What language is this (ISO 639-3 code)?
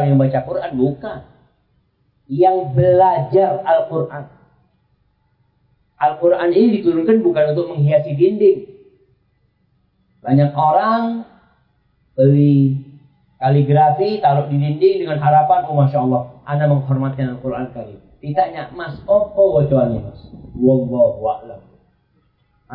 ind